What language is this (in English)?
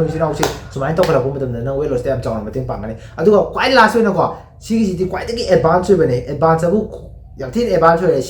Manipuri